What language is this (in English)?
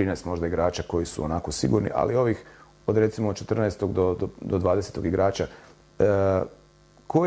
Croatian